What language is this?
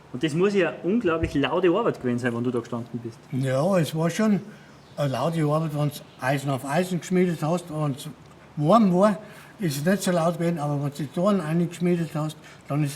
Bavarian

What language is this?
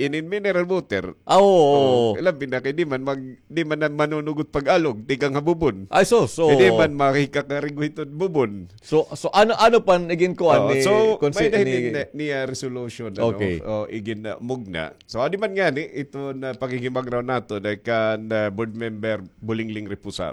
Waray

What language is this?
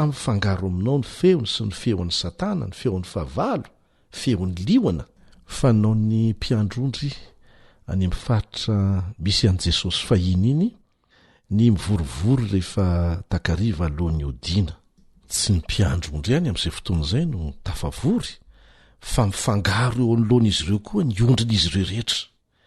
Malagasy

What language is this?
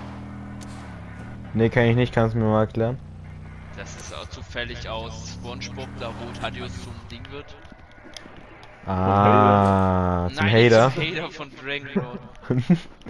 German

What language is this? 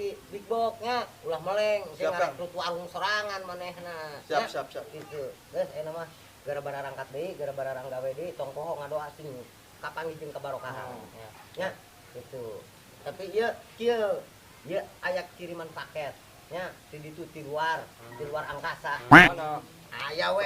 Sundanese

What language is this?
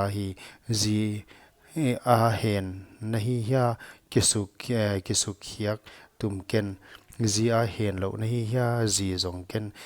Paite Chin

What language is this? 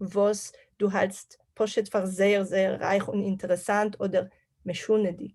Yiddish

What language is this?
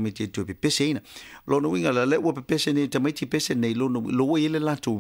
Samoan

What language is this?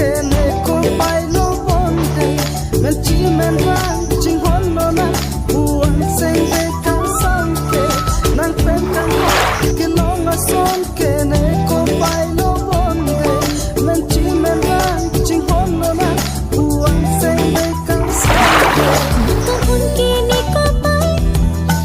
Karbi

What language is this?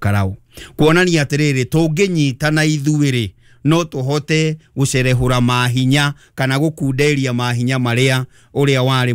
Kikuyu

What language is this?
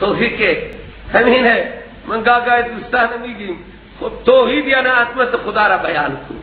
Persian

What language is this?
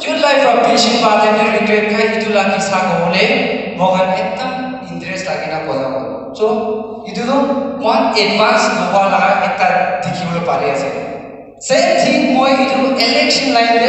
Naga Pidgin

